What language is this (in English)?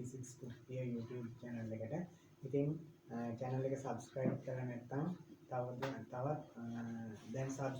Sinhala